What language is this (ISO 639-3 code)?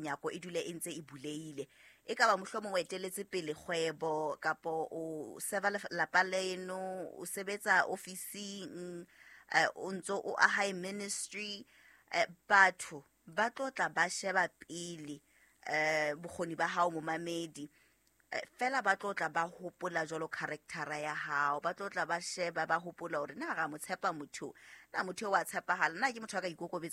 sot